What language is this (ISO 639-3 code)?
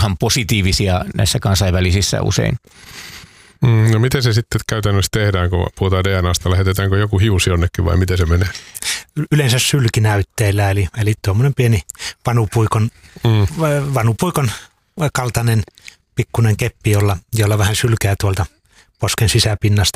fin